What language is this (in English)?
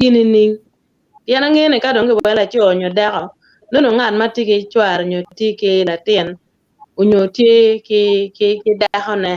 Acoli